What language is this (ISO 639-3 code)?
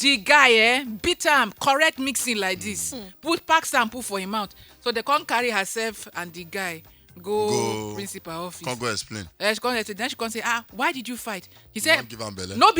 pcm